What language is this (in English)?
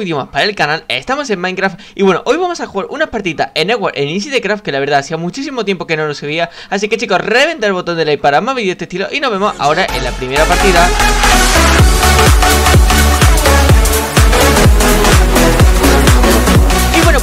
Spanish